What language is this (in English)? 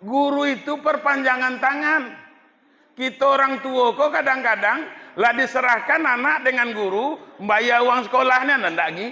Minangkabau